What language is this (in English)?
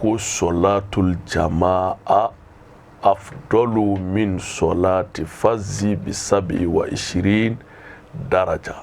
Bambara